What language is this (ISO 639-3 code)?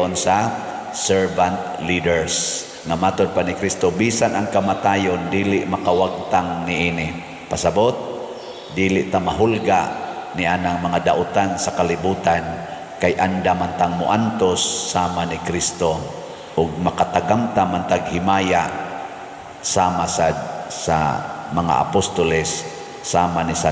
ceb